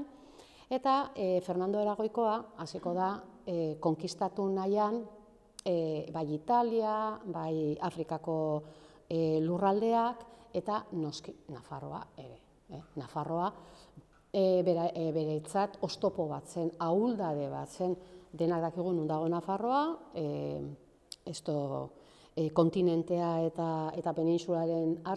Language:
Basque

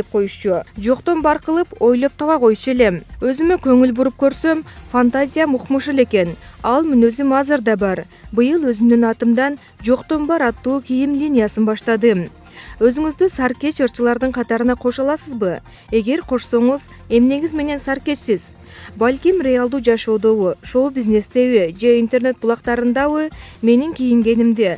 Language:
Kyrgyz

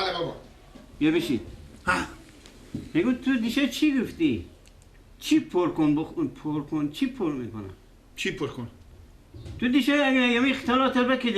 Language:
Persian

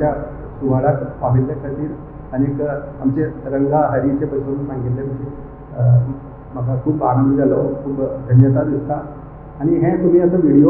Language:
Konkani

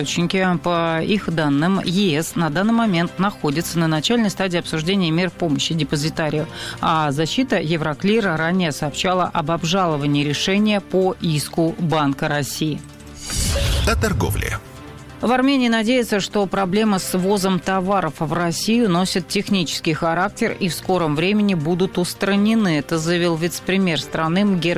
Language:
Russian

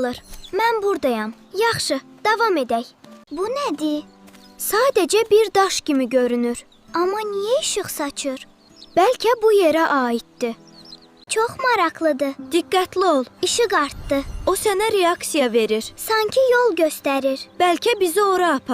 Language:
Azerbaijani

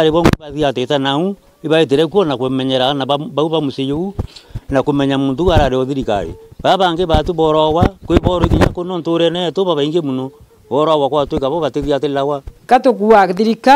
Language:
Meru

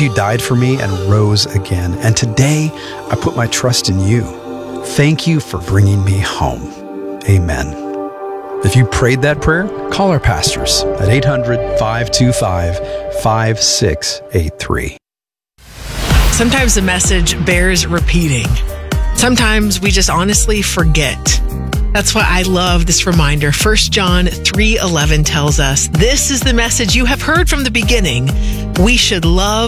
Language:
English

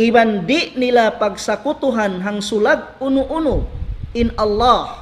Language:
Tausug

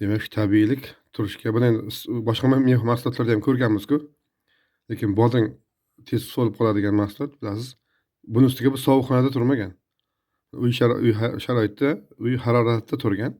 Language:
Uzbek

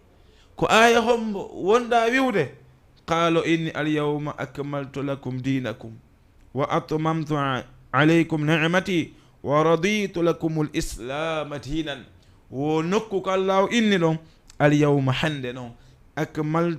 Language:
Fula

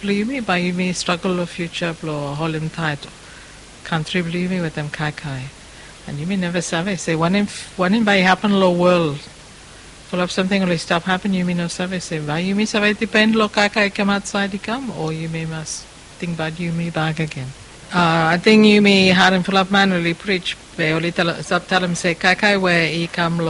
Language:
Bislama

